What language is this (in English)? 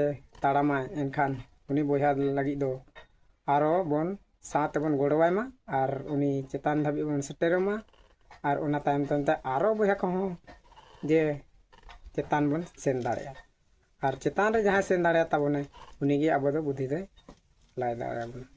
Santali